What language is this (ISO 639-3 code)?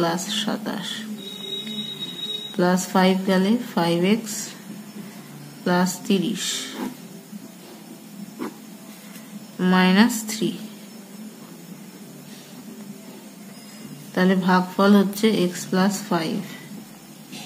ben